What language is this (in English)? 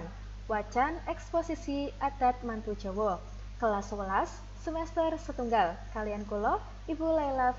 Javanese